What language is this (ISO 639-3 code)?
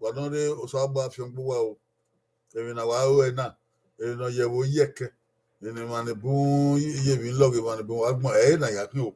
bin